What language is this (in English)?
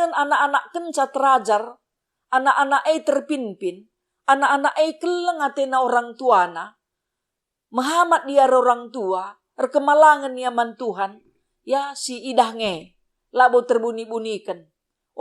Batak Karo